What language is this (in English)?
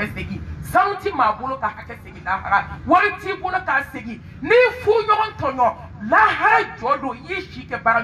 Bambara